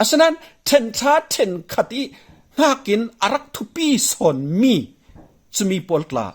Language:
Falam Chin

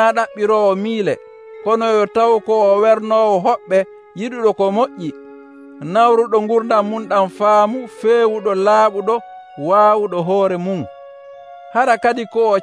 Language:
Nigerian Fulfulde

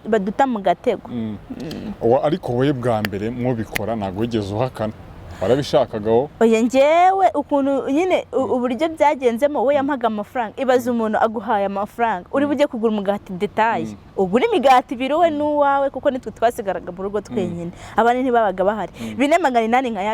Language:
Kinyarwanda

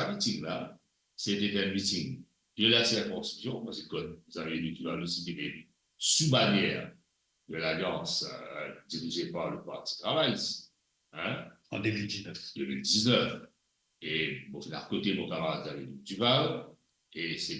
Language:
Morisyen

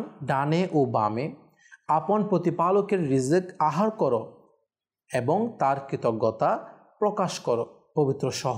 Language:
Bangla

